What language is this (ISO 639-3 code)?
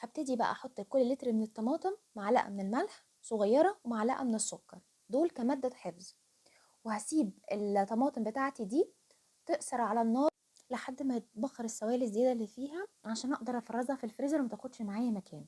arz